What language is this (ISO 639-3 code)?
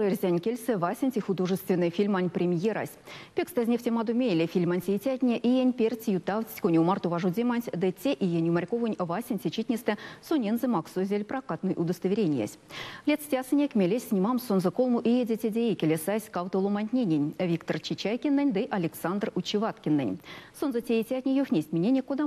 myv